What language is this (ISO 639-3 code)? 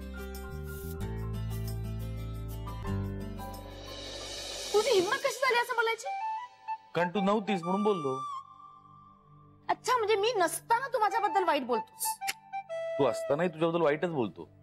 mar